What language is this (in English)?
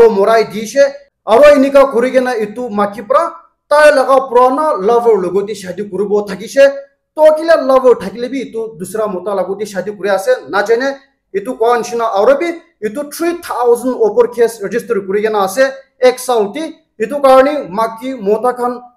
Naga Pidgin